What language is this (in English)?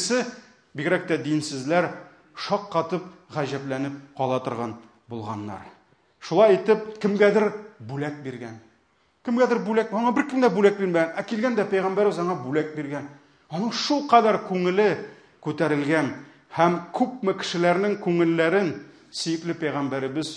Tatar